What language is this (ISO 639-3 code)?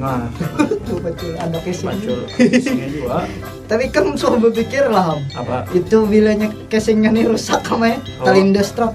bjn